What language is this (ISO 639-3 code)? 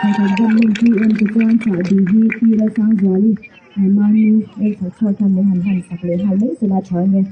lus